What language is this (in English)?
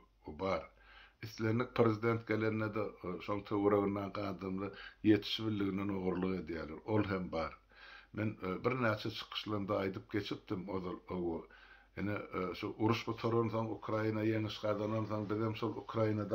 Turkmen